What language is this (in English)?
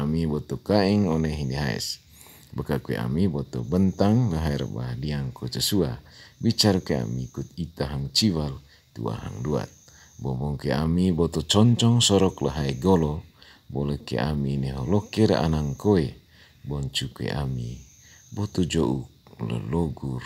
Manggarai